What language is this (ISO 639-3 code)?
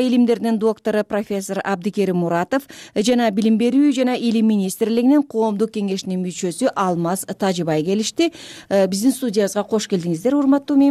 kir